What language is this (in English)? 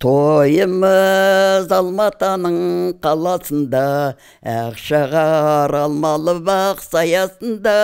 Kazakh